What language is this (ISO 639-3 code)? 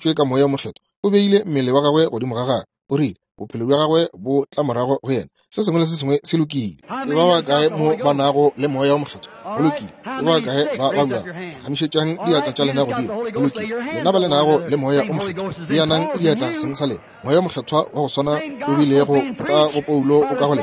nso